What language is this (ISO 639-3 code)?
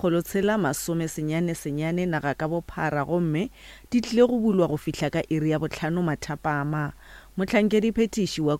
nso